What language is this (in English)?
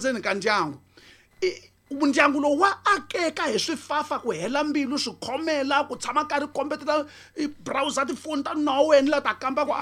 Tsonga